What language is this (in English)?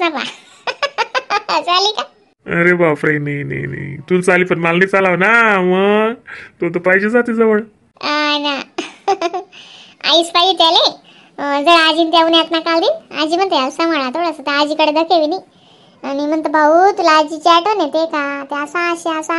Khandesi